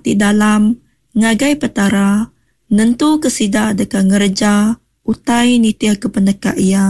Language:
Iban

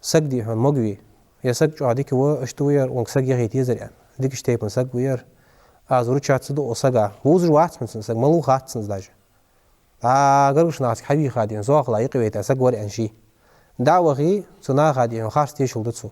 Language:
Ingush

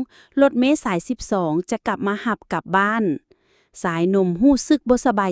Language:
Lao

